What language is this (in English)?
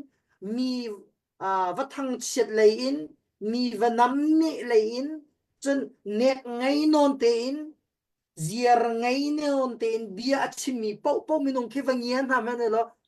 Hakha Chin